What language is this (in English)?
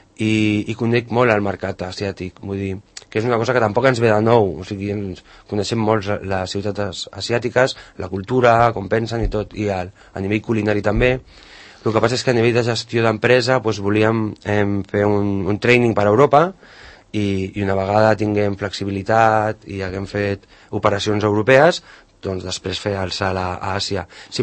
Catalan